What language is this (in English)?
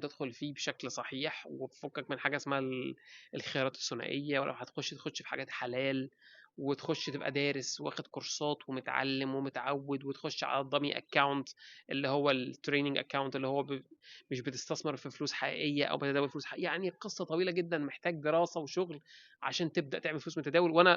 Egyptian Arabic